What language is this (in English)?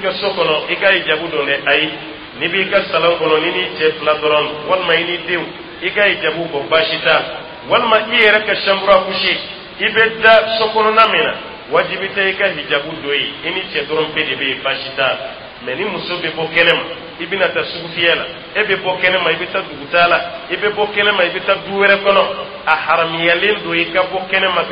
Dyula